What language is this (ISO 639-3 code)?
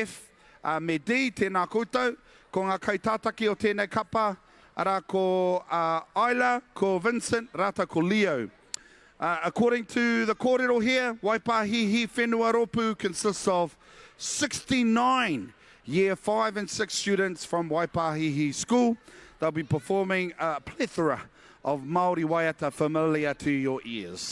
mri